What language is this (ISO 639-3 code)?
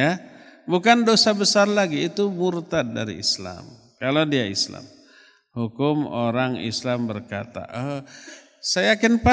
ind